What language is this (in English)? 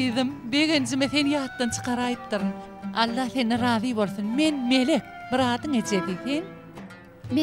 Turkmen